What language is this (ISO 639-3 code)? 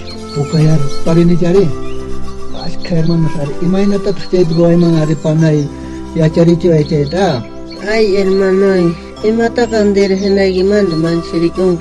quh